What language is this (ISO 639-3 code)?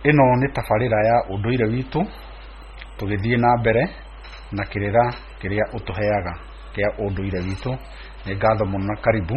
kik